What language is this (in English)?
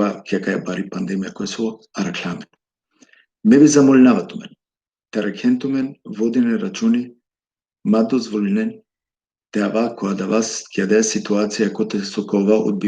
Balkan Romani